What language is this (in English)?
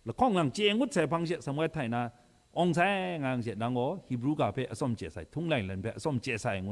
Kachin